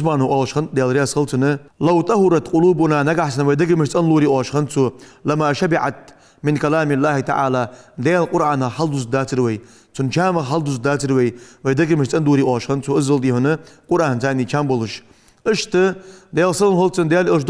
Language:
Ingush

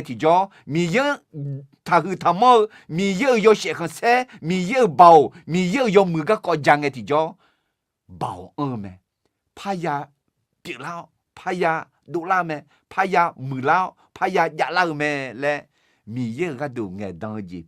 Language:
Akha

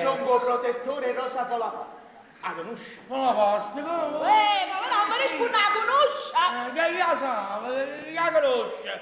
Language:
Neapolitan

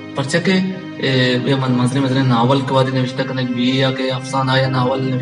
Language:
Baluchi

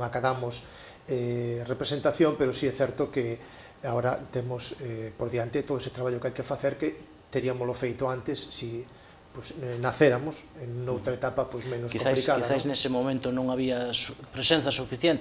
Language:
Galician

